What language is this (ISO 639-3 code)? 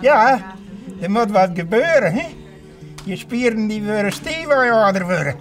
fry